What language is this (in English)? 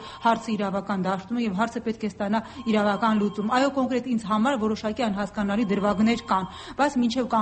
Armenian